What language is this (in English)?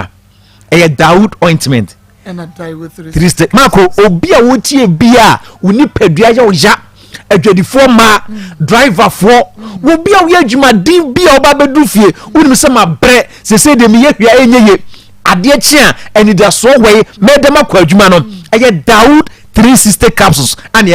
Akan